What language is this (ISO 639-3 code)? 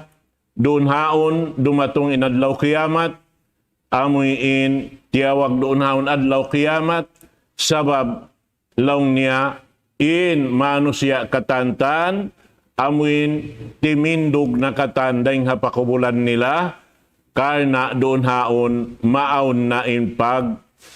tsg